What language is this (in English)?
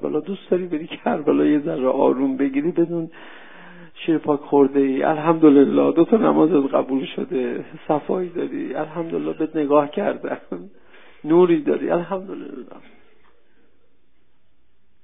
Persian